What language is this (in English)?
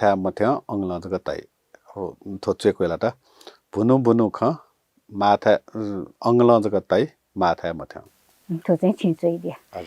Newari